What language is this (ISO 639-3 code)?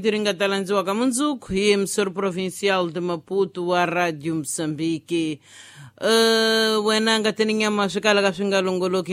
tso